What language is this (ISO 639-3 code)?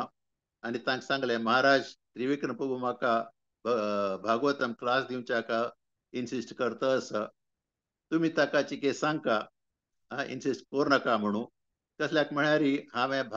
kok